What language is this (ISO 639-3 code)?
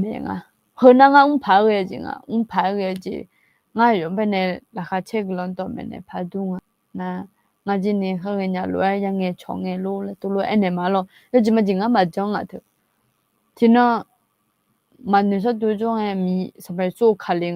ahk